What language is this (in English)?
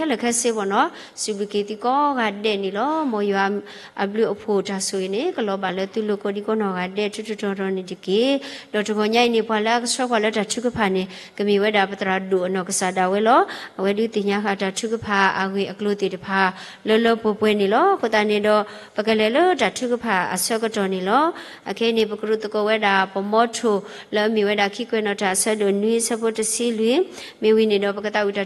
S'gaw Karen